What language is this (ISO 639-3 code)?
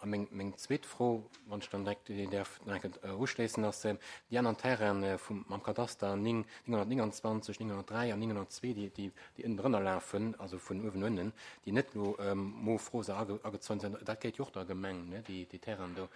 ltz